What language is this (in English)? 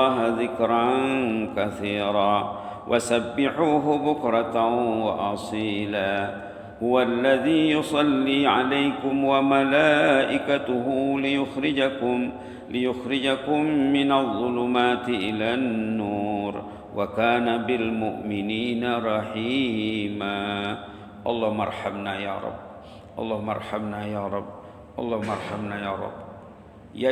Malay